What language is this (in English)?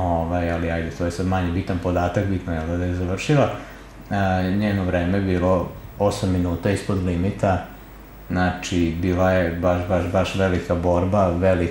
Serbian